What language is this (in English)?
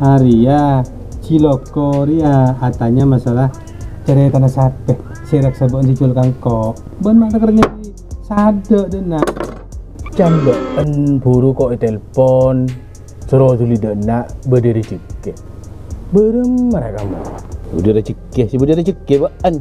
Madurese